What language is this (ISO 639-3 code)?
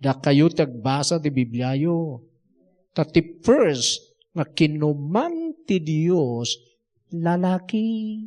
ilo